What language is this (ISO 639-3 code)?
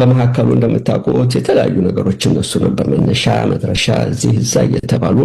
amh